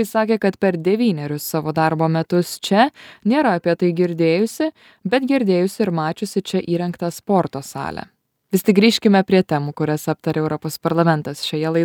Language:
Lithuanian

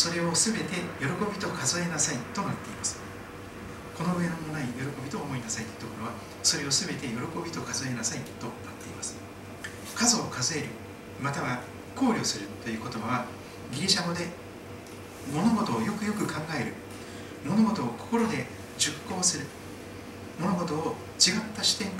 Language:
Japanese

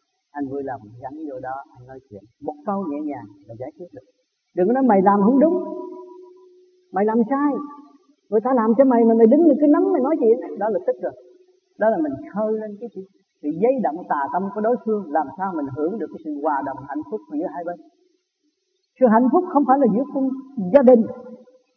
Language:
Vietnamese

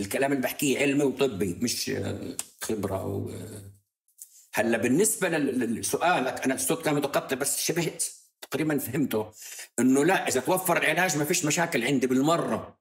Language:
North Levantine Arabic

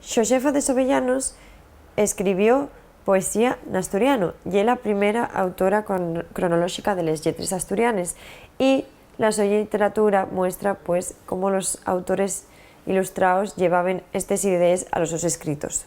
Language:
Asturian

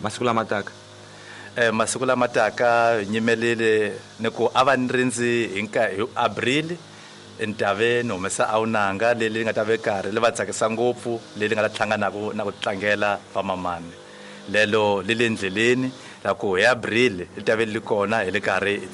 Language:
Tsonga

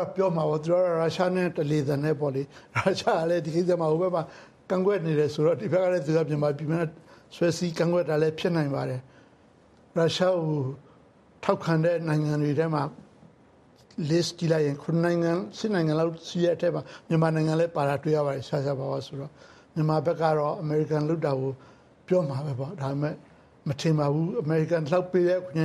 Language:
Burmese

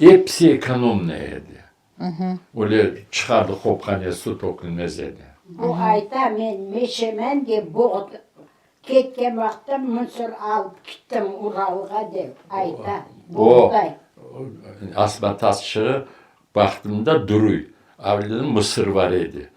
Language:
Crimean Tatar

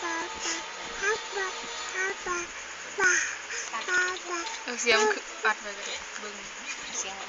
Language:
Lao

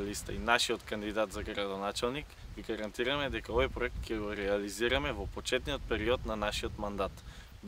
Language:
Macedonian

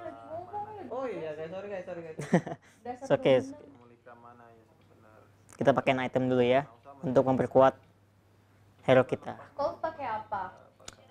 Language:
Indonesian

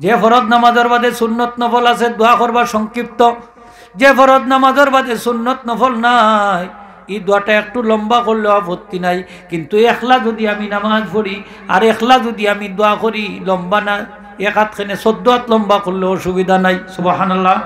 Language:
Sylheti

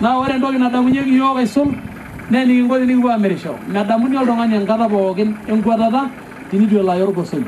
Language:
Masai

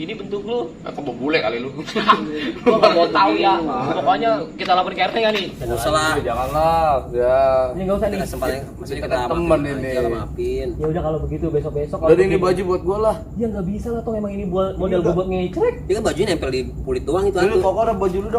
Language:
Betawi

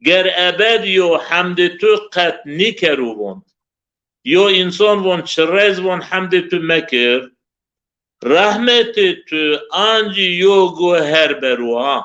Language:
Zaza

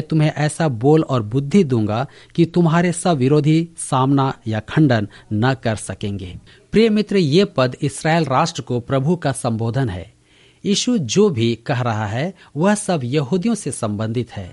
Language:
Hindi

